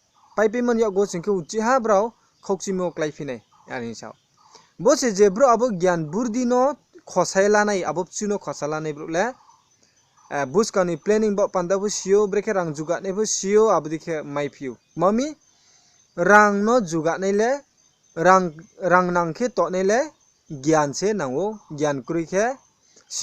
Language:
Riang (India)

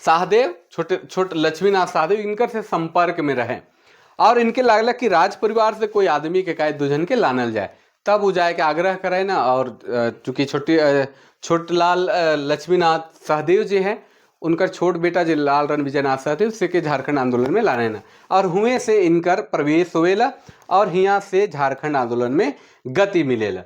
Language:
Sadri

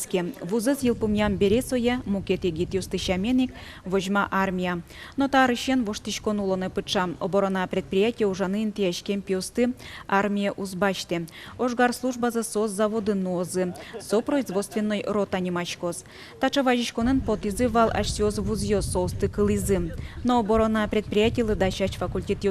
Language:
Udmurt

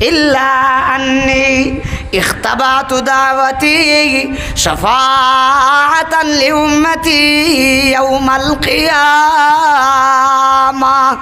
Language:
Sylheti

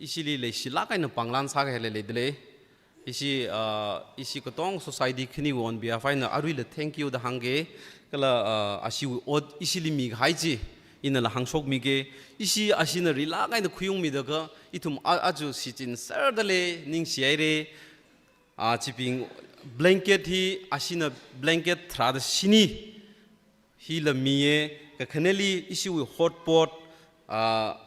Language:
Tangkhul Naga (India)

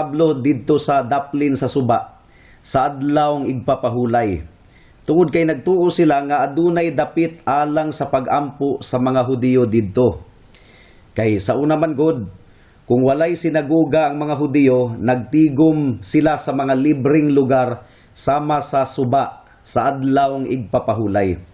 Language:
Cebuano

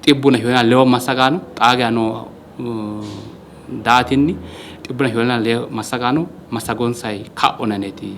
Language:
Sidamo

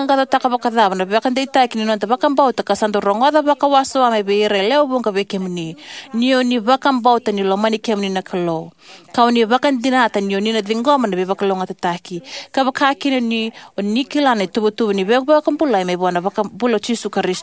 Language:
Fijian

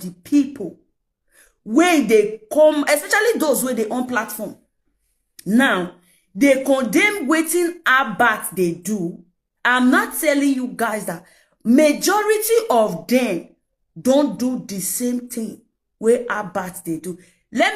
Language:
Nigerian Pidgin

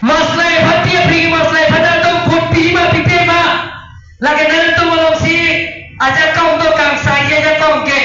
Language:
Karbi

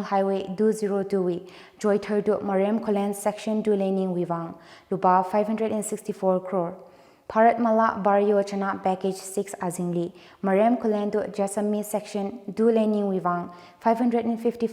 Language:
Tangkhul Naga (India)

